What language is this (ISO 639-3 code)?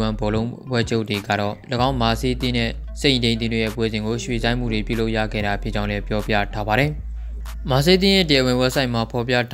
mya